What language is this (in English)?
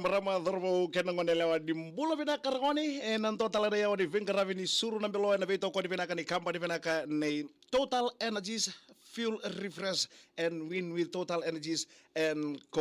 Fijian